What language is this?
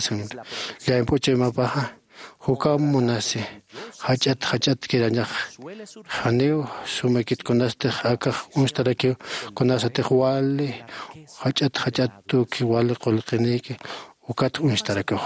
Aymara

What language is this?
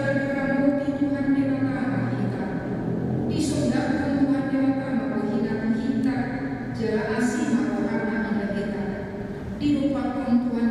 Batak Toba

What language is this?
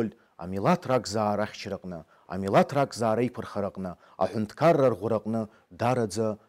Abkhazian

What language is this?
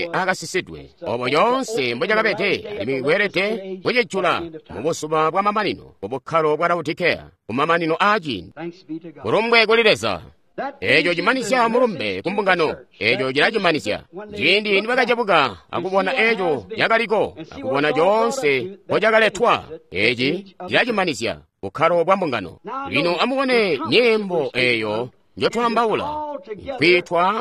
Tonga (Zambia)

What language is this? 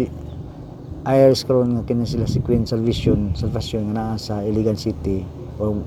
Cebuano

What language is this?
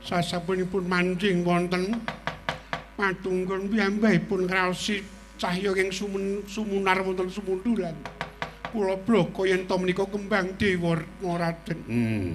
Javanese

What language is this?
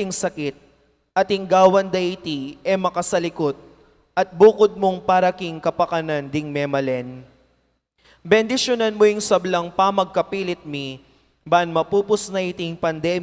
Pampanga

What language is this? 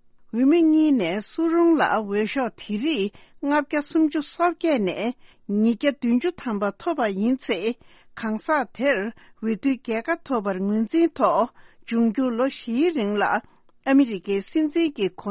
Tibetan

